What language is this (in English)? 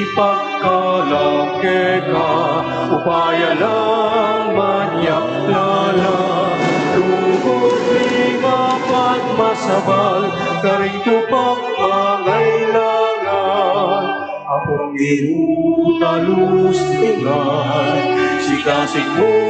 Pampanga